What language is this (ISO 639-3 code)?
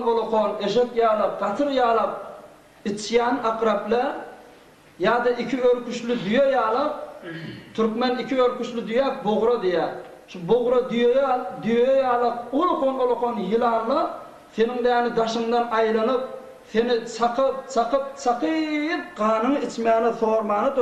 tuk